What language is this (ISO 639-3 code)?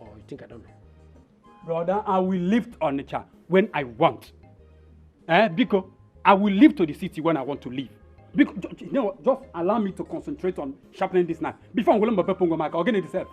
pcm